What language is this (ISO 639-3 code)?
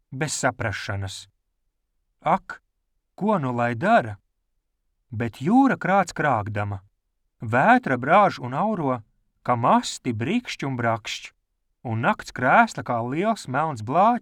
lav